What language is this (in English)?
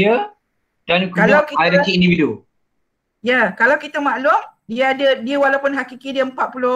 Malay